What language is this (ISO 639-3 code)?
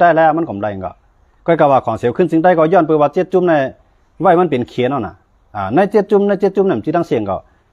shn